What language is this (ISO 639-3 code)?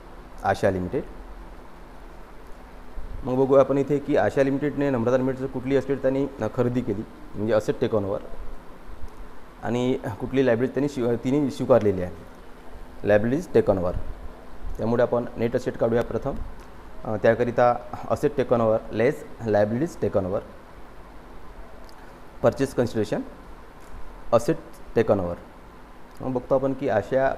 mar